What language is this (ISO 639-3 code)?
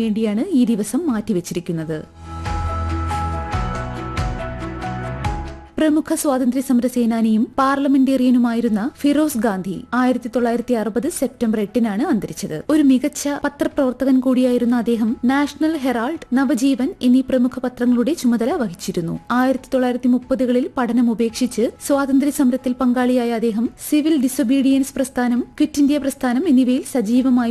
mal